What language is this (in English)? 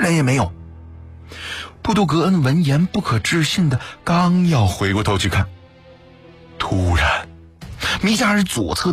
Chinese